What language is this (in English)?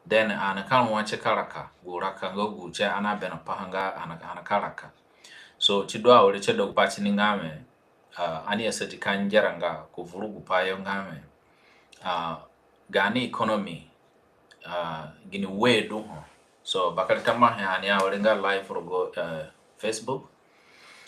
Zande (individual language)